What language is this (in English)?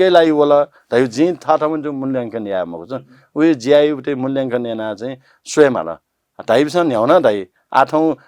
Newari